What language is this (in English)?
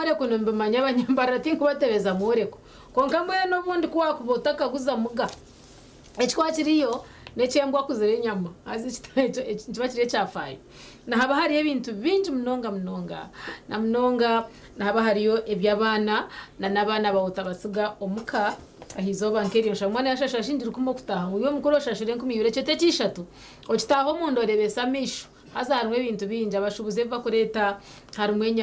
Nyankole